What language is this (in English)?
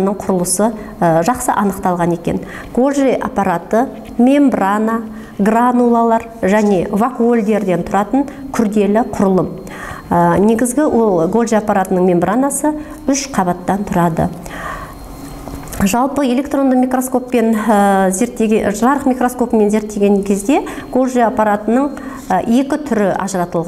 Kazakh